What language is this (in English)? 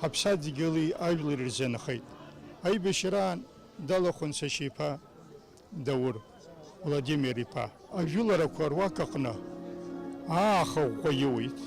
Abkhazian